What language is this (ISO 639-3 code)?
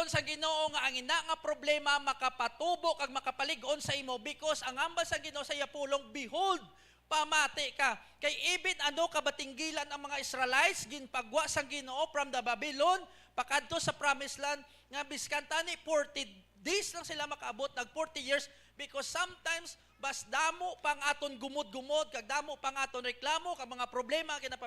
hil